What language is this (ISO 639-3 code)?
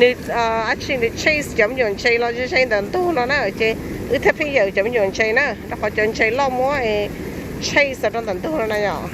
hmn